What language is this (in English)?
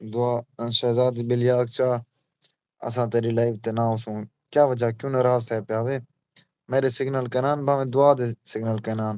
Saraiki